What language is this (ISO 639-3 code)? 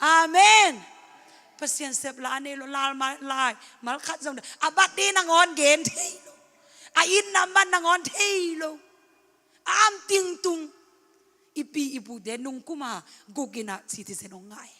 ctd